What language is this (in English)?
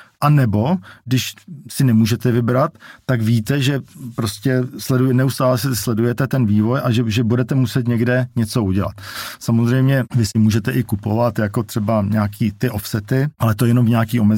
Czech